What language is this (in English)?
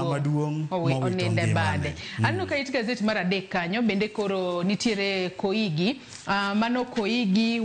Luo (Kenya and Tanzania)